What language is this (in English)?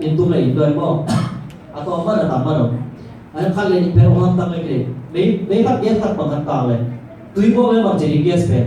Tedim Chin